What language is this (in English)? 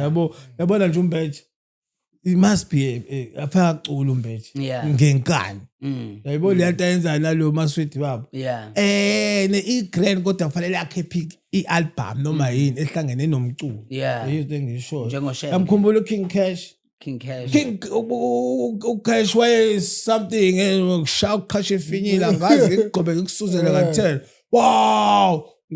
Zulu